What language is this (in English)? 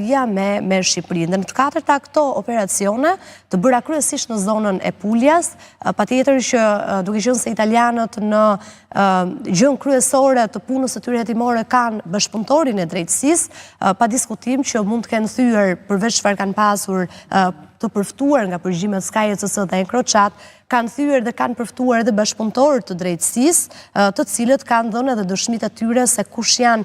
Albanian